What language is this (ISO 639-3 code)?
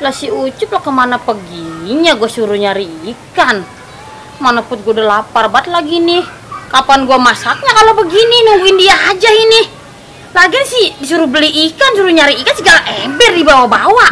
bew